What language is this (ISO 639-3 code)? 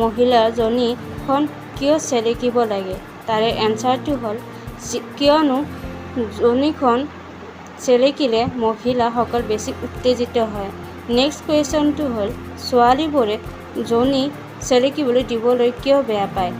asm